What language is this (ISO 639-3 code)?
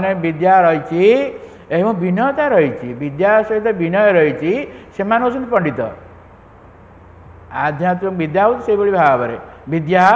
ori